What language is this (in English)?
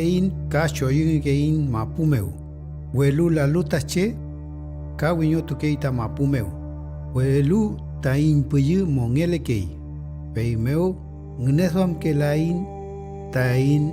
Mapuche